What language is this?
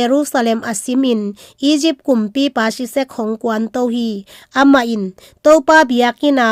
Tedim Chin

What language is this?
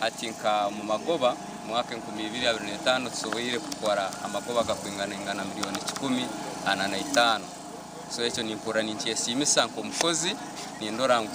Nyankole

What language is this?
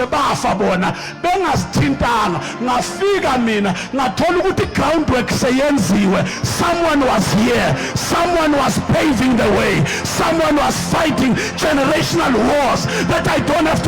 Zulu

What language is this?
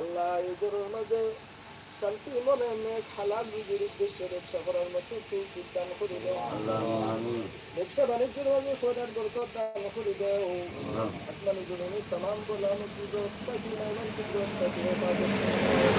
Sylheti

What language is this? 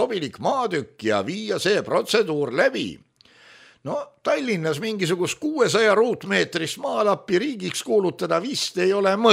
Estonian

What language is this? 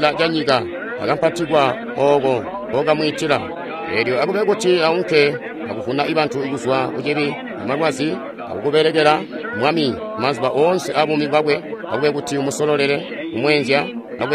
Tonga (Zambia)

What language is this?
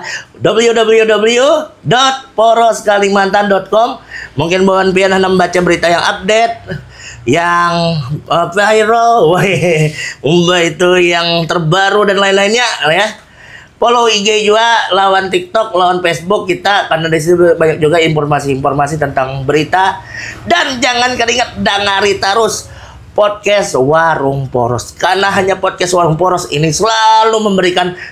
Banjar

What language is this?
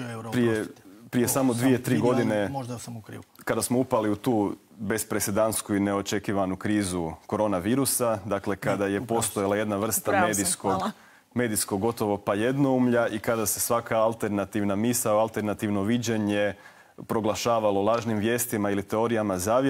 Croatian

